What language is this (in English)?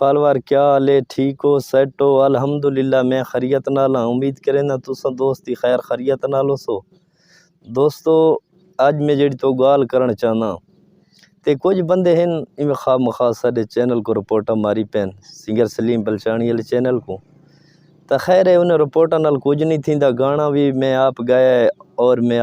Saraiki